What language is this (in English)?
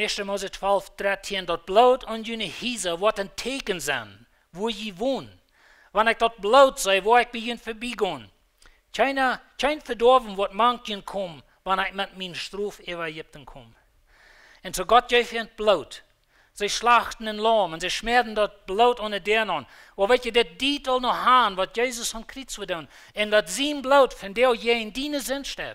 Plautdietsch